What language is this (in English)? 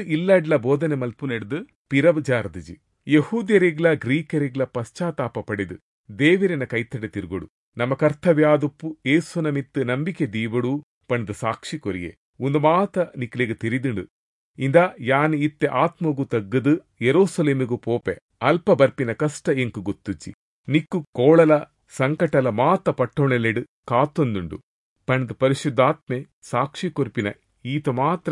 Tulu